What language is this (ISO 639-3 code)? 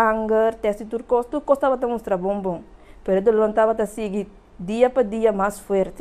pap